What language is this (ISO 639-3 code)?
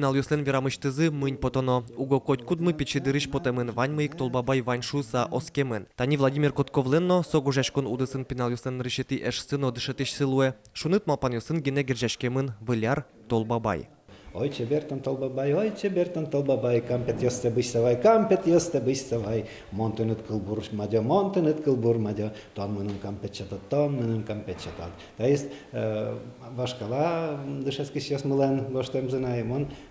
udm